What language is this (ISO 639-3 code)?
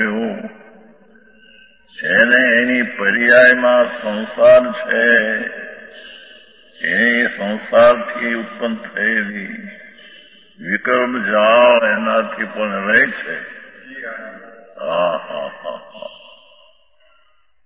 guj